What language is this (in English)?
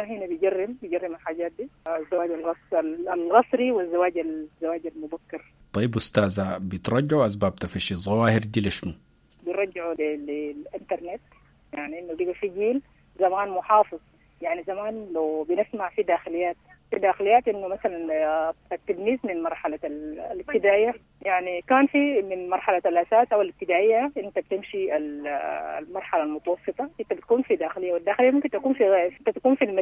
Sudanese Arabic